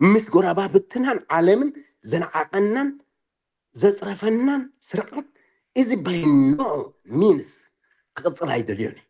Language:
Tigrinya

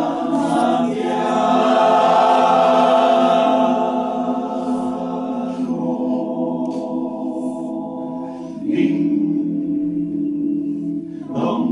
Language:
Italian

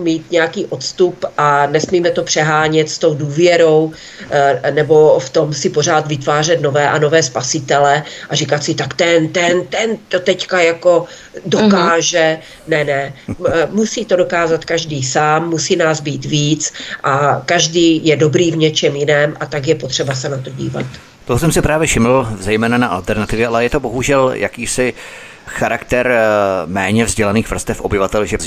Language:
Czech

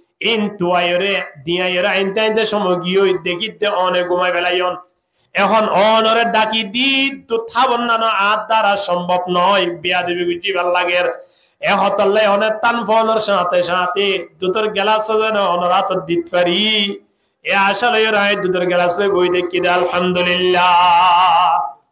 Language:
Rohingya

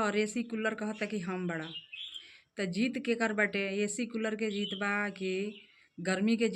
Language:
Bhojpuri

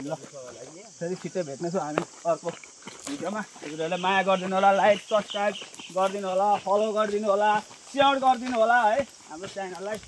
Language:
Nepali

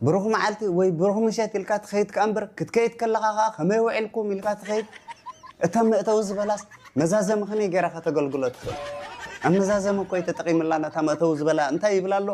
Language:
Tigrinya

